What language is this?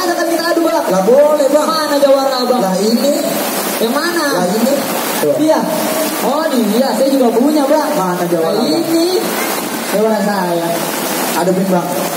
Betawi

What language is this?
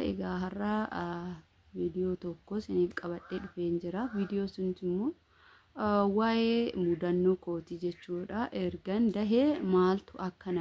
Oromo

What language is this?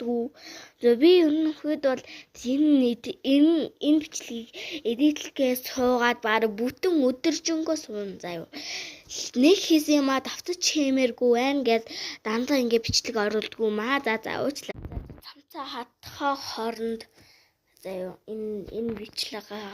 Mongolian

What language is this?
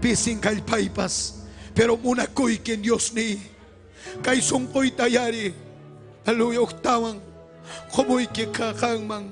Ayacucho Quechua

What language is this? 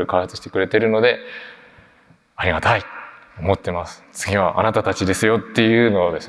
Japanese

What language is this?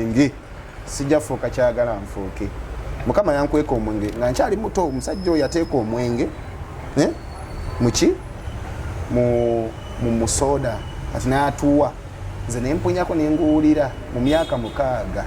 Ganda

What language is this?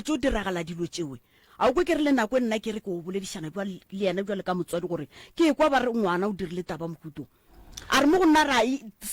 Northern Sotho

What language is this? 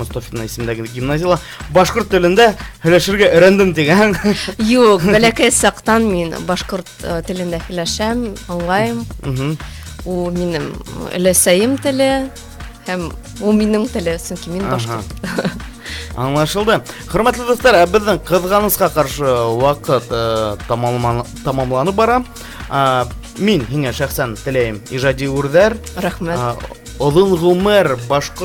Bashkir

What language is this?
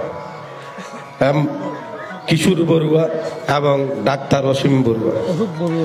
Bangla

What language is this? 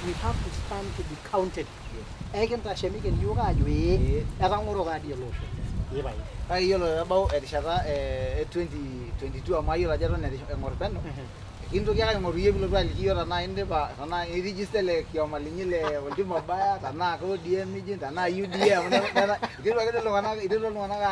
Masai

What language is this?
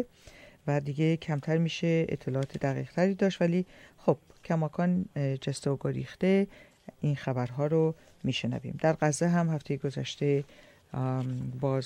Persian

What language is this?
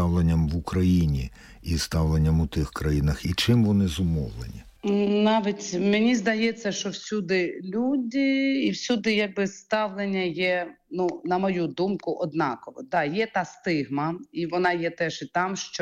Ukrainian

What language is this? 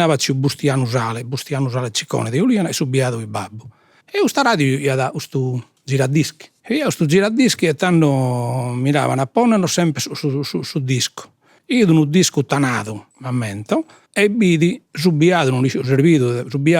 Sardinian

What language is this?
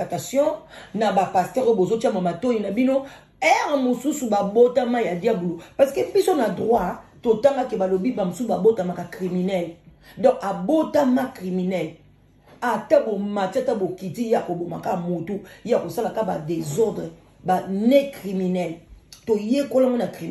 Lingala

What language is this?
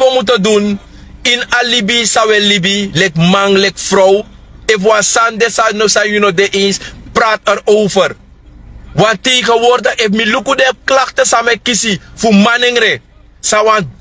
Sranan Tongo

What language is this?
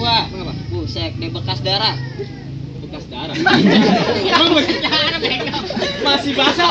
Betawi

